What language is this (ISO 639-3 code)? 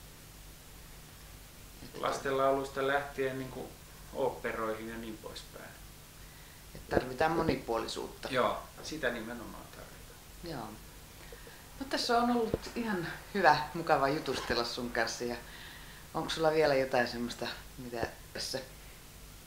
fin